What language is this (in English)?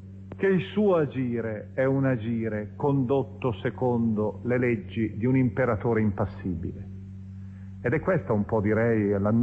Italian